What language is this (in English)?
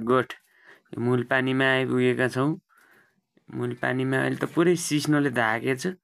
Nepali